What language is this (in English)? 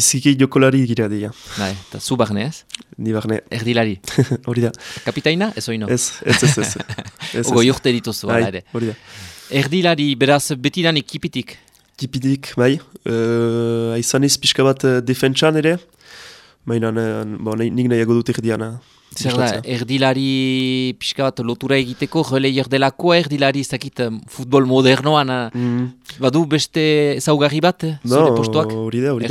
Basque